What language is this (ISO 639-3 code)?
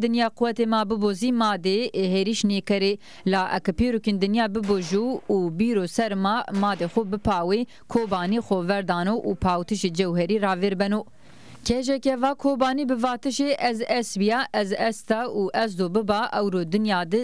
zza